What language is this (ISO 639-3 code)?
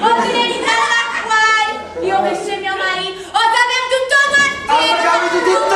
nap